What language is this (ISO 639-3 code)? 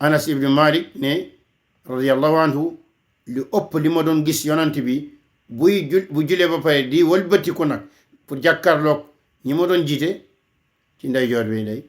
wol